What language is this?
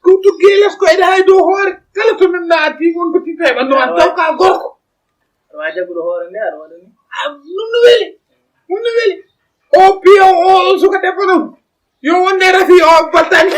Fula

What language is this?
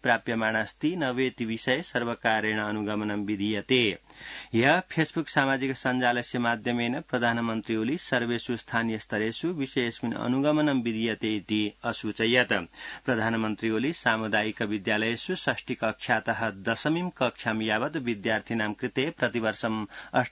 Sanskrit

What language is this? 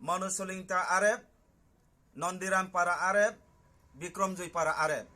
Riang (India)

